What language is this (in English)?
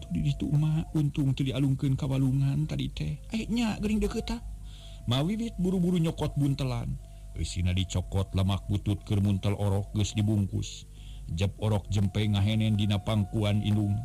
Sundanese